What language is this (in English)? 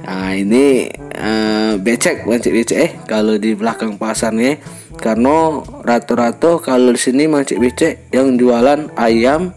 Musi